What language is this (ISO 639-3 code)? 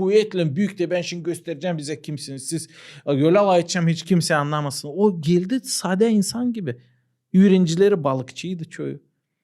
gag